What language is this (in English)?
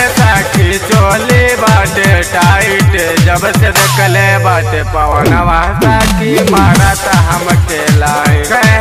Bhojpuri